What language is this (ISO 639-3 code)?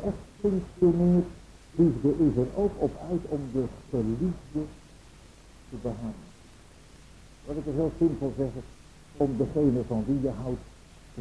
nld